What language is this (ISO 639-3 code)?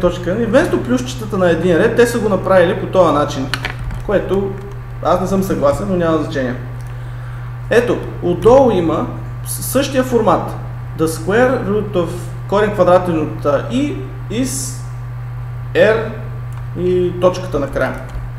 bul